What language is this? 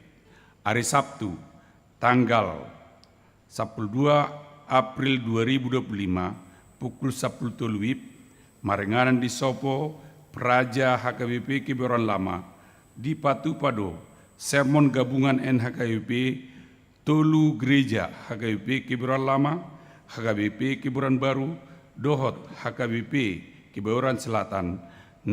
Batak Toba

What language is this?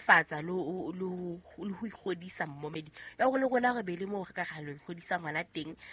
Southern Sotho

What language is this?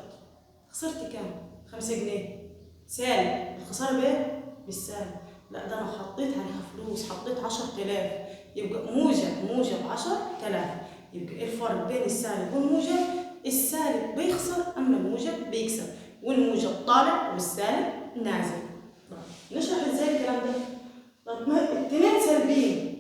Egyptian Arabic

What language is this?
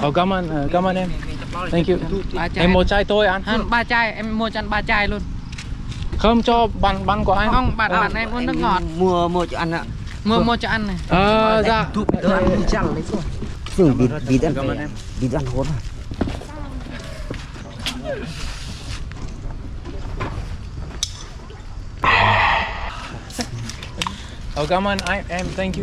Vietnamese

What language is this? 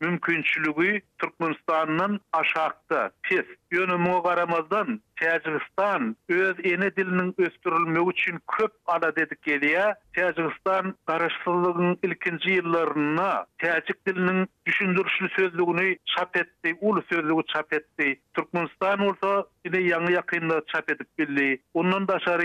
Turkmen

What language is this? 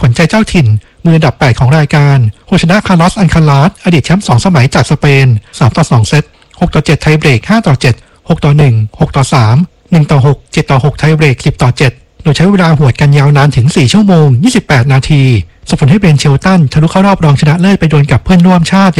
Thai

